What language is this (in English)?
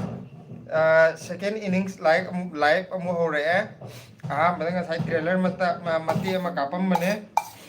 Manipuri